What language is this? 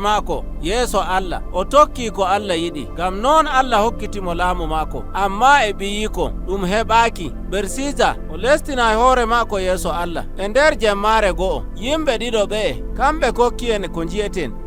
Nigerian Fulfulde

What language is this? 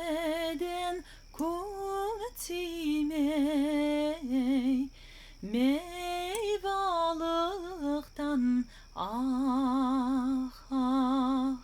Crimean Tatar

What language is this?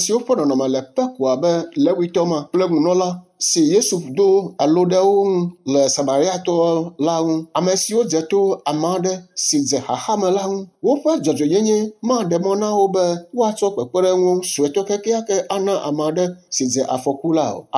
Ewe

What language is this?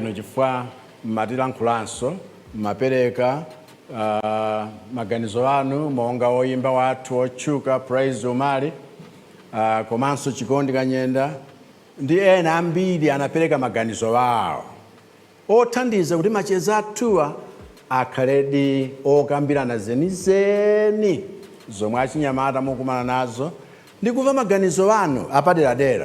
Nyanja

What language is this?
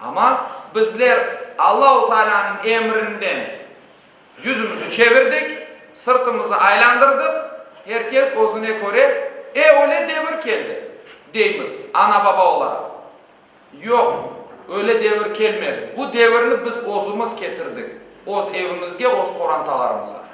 Crimean Tatar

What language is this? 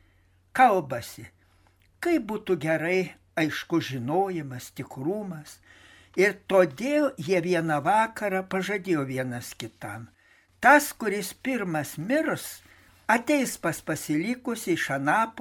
Lithuanian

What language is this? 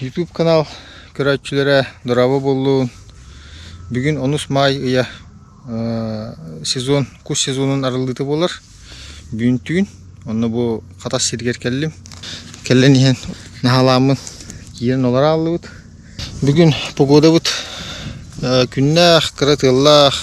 Yakut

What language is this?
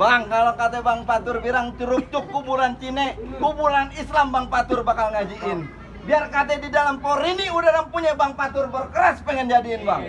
Betawi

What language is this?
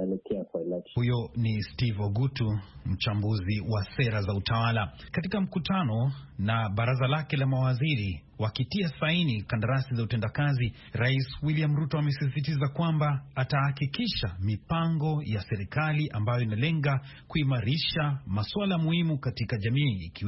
Swahili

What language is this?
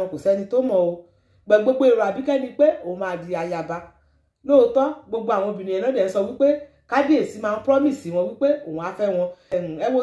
Yoruba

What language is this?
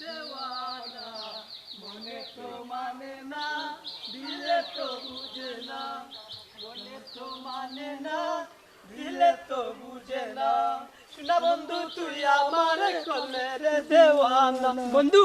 Sylheti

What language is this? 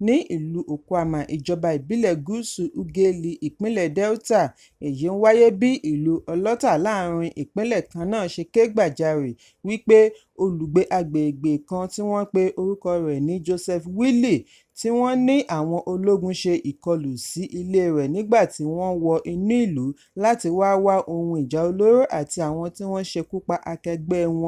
Yoruba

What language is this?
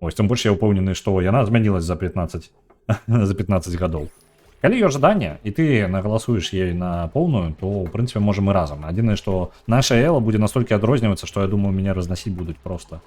Belarusian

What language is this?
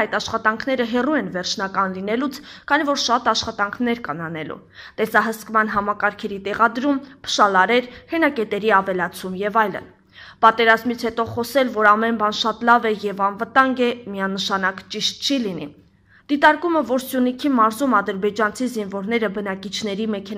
Armenian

